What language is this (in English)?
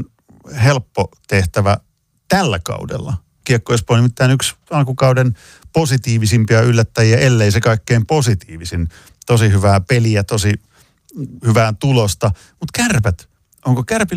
Finnish